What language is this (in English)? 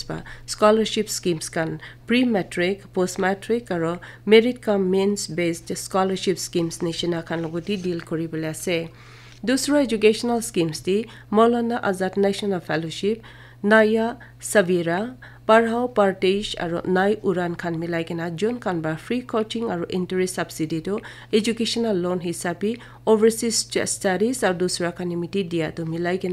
Naga Pidgin